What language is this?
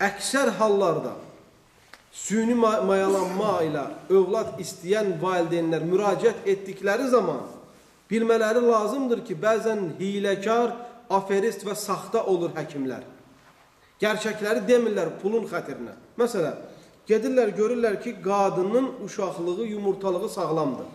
Azerbaijani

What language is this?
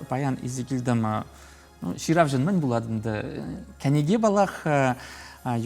Chuvash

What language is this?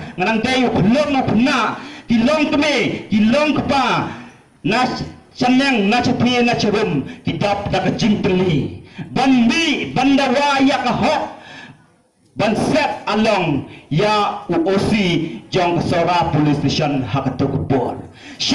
Khasi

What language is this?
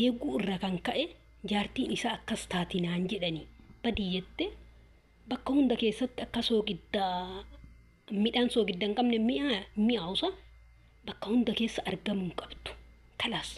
Oromo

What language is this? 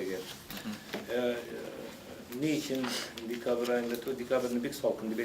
Tatar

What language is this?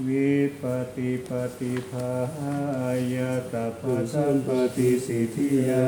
Pali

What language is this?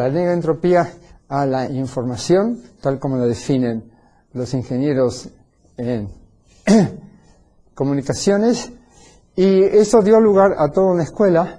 Spanish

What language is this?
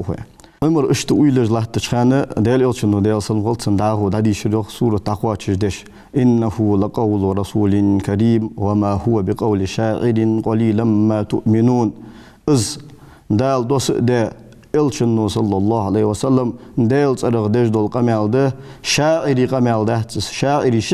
Ingush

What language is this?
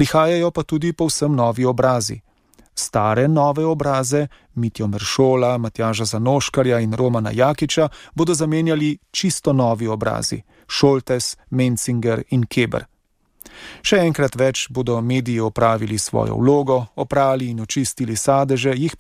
Slovenian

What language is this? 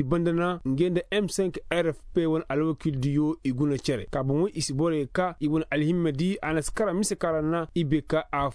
Koyraboro Senni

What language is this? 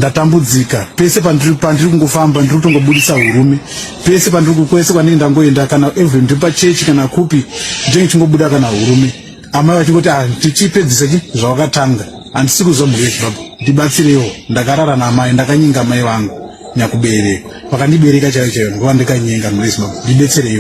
Shona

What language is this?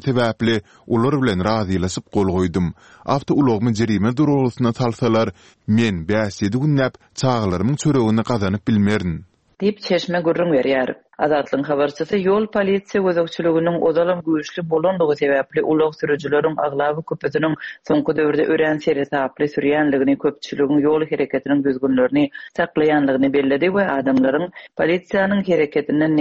Turkmen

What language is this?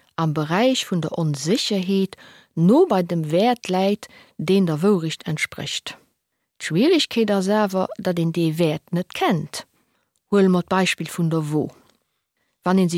Luxembourgish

